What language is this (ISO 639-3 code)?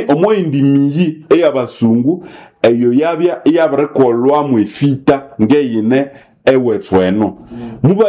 nnb